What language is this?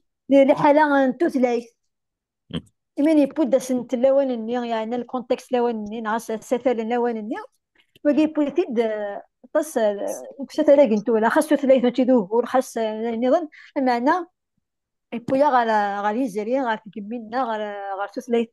Kabyle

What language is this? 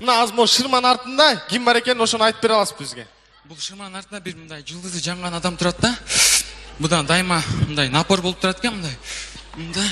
Kyrgyz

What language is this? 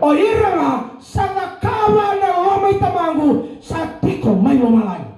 Fijian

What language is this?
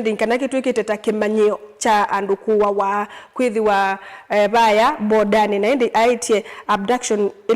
Kamba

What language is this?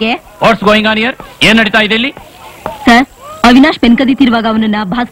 Kannada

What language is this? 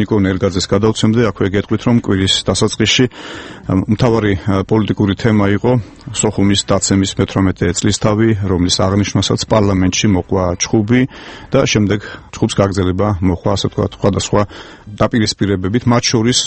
Georgian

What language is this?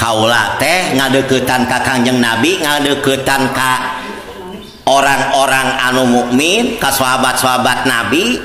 Sundanese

